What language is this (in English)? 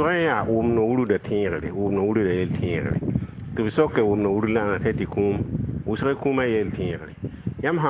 Mossi